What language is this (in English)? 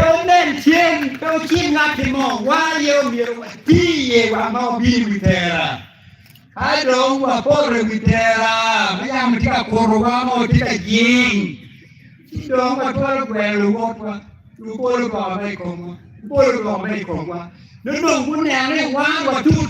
Acoli